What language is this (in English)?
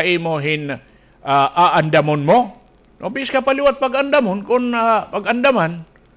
Waray